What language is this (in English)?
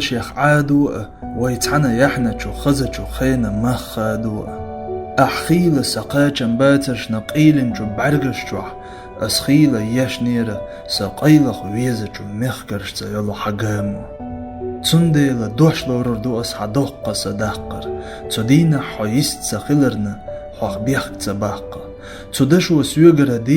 Chechen